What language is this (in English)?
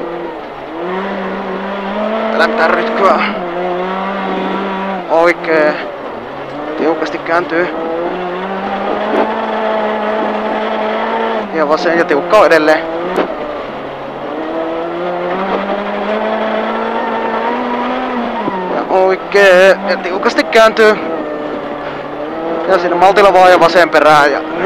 Finnish